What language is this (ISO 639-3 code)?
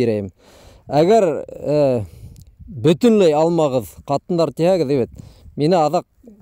bak